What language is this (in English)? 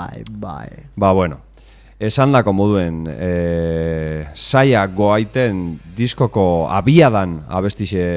Basque